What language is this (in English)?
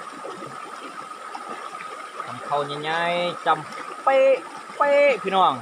Lao